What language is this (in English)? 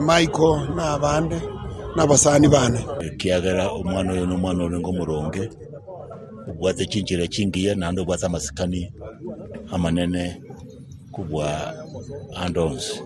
Gusii